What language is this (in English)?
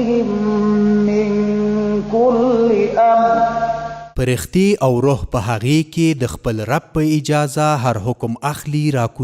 Pashto